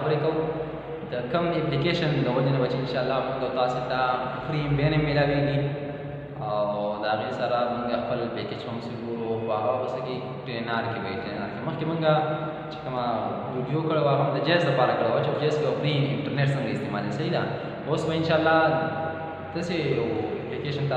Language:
Pashto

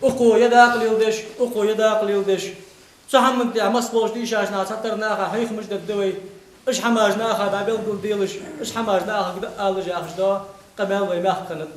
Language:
Ingush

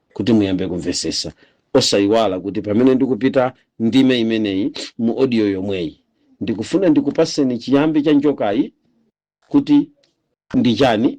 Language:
Nyanja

